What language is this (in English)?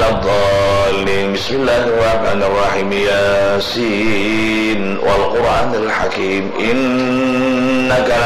Banjar